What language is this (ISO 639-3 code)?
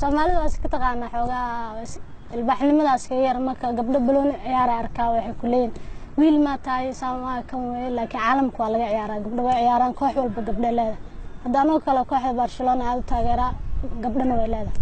som